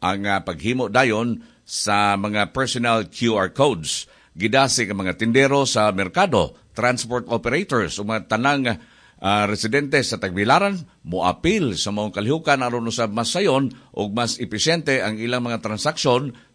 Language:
Cebuano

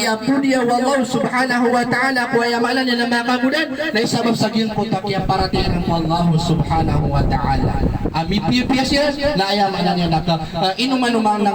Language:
Maranao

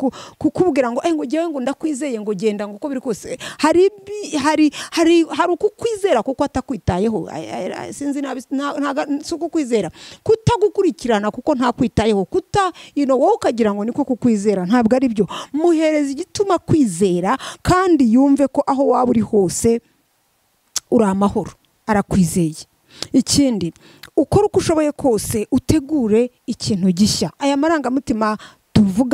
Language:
Kinyarwanda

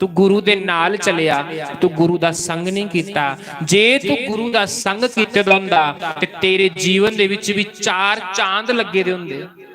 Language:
Dogri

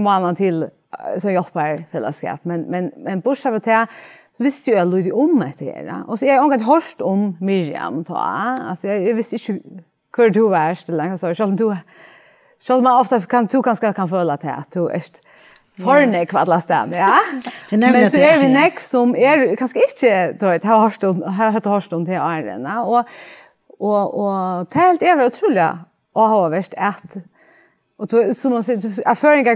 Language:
Faroese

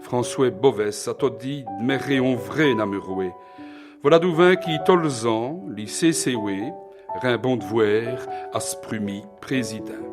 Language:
Walloon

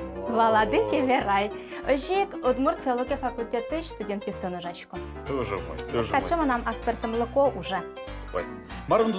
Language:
Udmurt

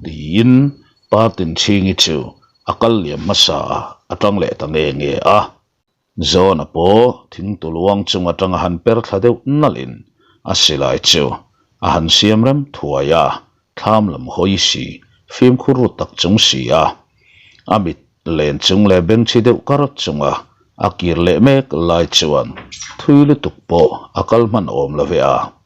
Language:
Mizo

